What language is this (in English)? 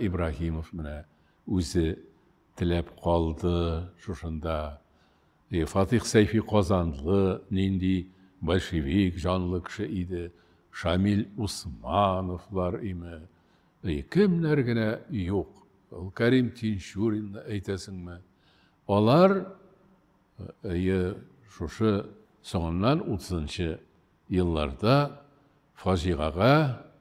Tatar